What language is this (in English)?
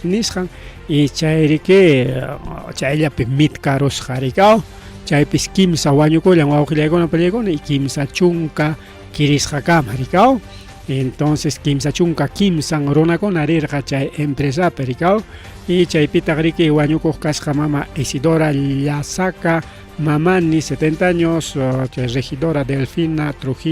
Ayacucho Quechua